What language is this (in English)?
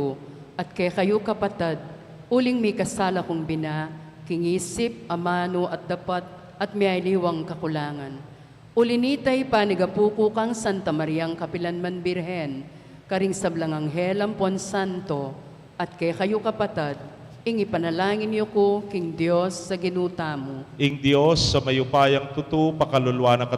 Pampanga